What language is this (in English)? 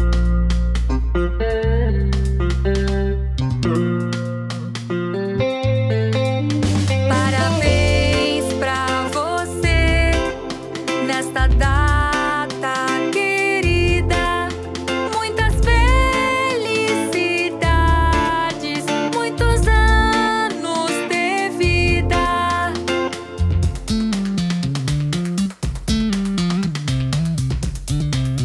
Portuguese